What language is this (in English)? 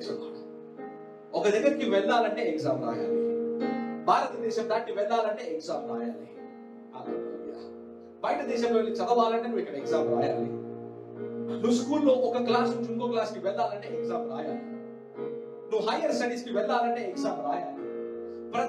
Telugu